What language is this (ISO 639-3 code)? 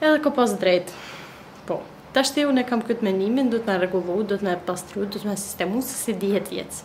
sqi